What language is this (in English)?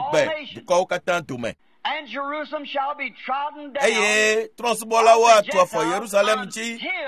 Ewe